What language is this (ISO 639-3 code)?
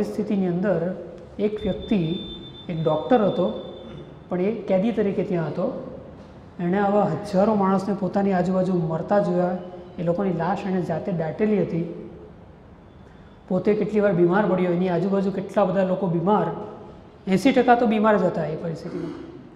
guj